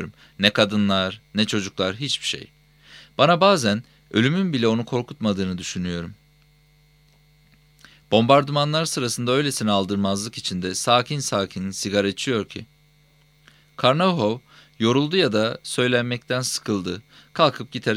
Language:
Turkish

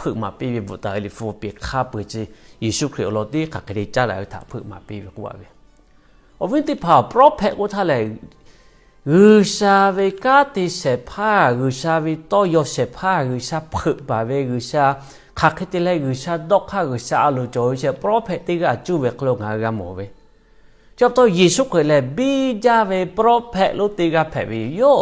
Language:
Lahu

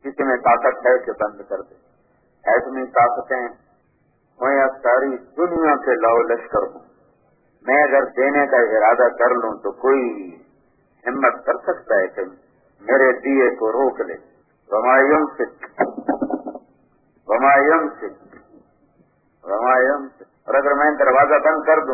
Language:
Urdu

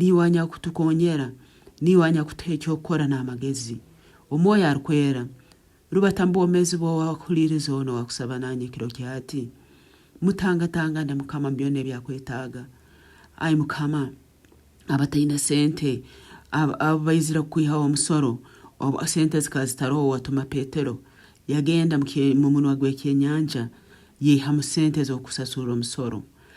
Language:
Nyankole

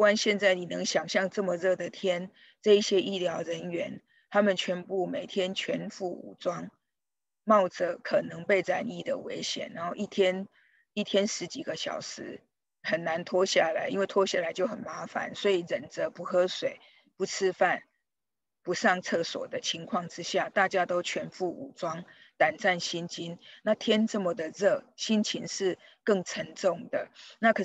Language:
Chinese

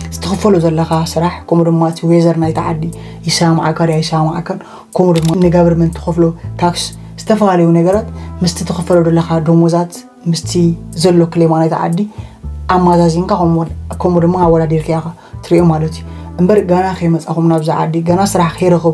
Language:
Tigrinya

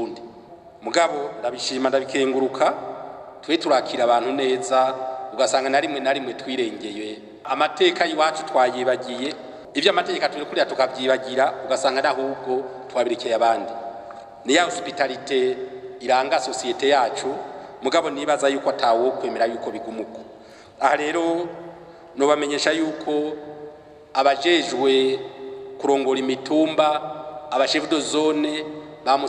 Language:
Rundi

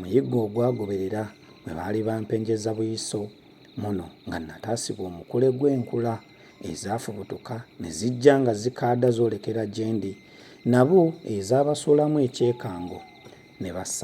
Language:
Ganda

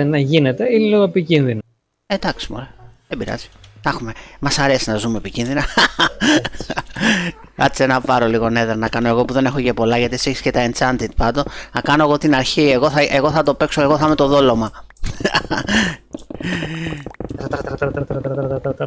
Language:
Greek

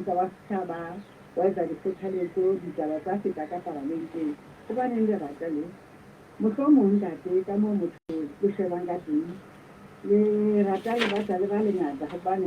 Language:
Southern Sotho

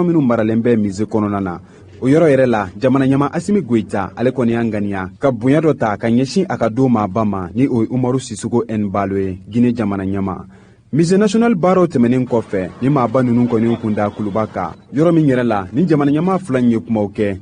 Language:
Bambara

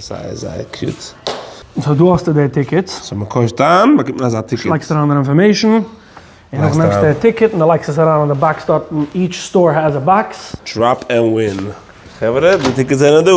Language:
Yiddish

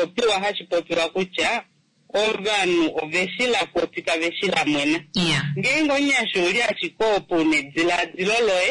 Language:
Kuanyama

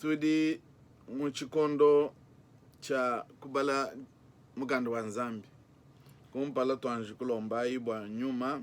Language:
Luba-Lulua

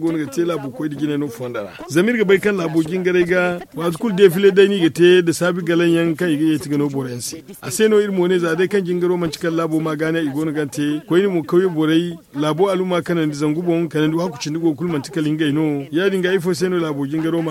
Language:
Zarma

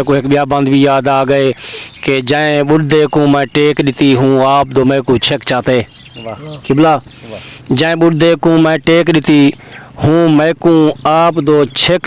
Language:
Saraiki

